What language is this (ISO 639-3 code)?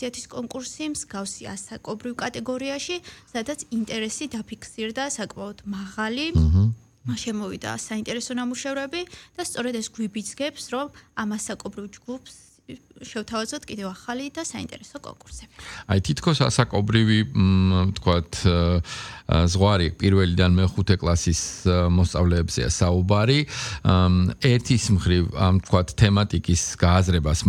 kat